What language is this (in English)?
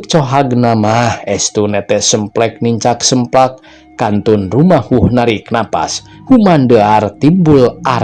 Sundanese